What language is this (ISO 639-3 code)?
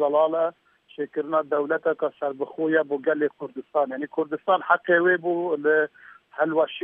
kur